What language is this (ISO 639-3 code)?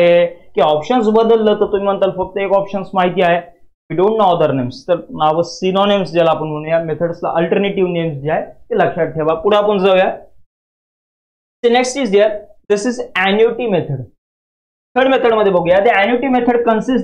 mar